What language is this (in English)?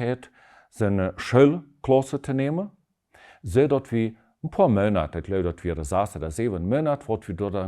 Plautdietsch